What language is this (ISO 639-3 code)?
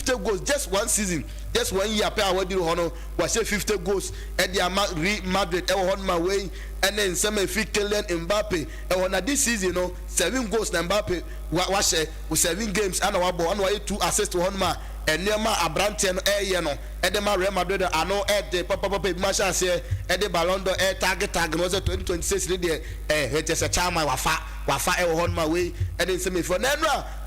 aka